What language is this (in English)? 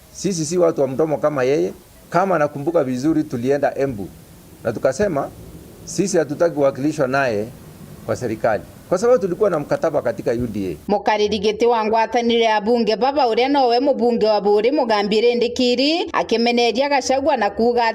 Meru